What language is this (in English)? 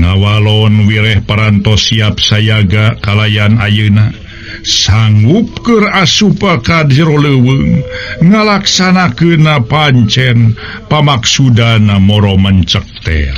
Sundanese